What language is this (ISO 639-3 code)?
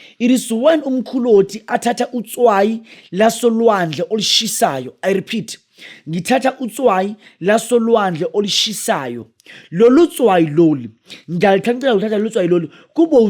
zul